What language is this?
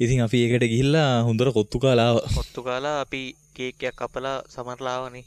Sinhala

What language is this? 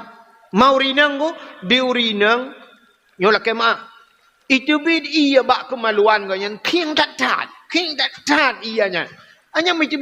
Achinese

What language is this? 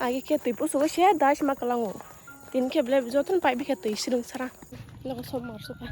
Kok Borok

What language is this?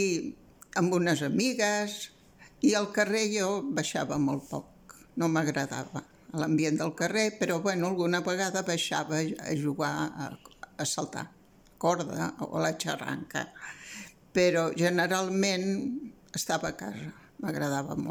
Catalan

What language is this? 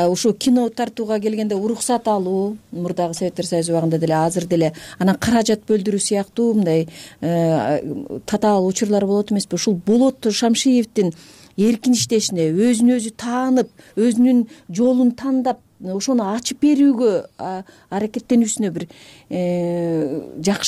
Kyrgyz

